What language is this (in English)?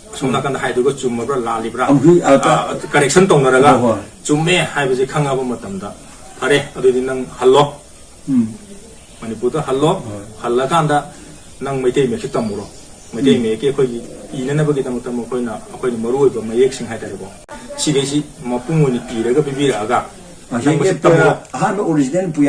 Manipuri